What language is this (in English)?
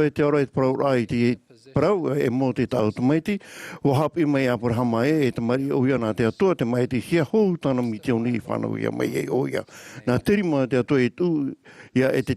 Tahitian